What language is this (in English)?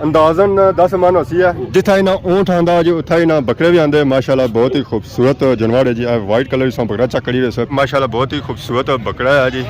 Pahari-Potwari